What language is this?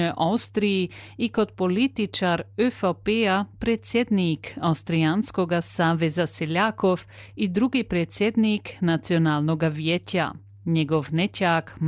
Croatian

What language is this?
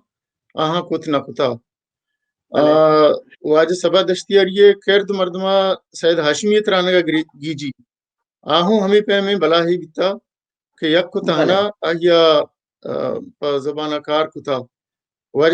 Baluchi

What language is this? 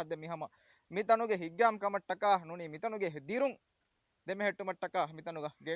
Divehi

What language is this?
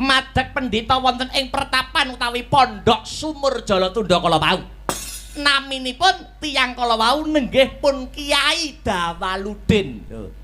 Javanese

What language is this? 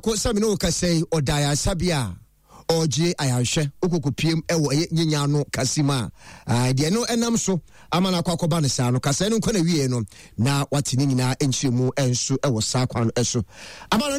Akan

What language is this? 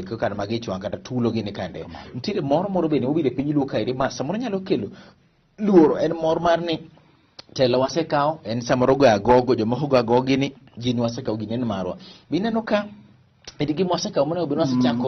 Luo (Kenya and Tanzania)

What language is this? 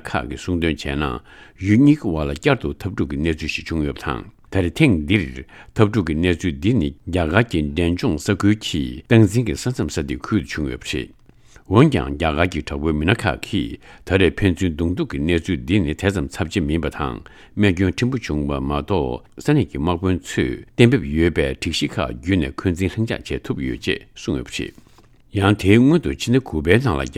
Tibetan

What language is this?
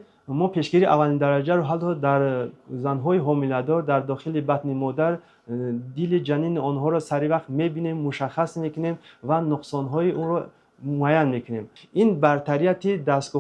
Tajik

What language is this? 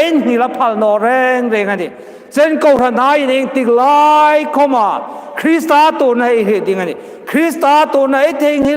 Hmar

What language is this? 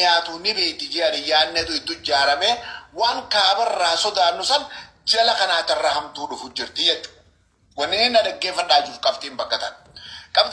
Oromo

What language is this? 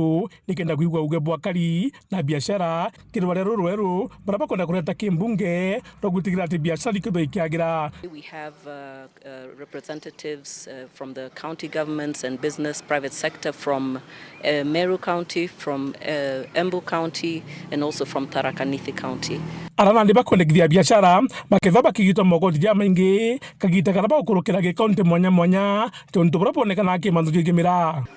Meru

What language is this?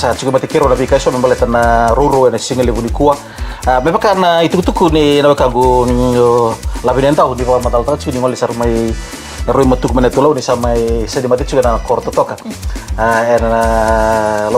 Fijian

